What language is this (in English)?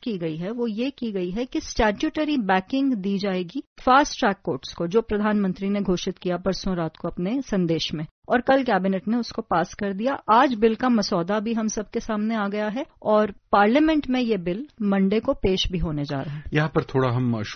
Hindi